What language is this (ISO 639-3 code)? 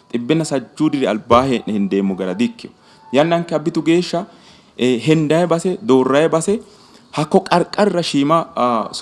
sid